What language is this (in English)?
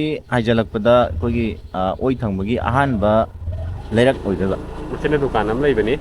Manipuri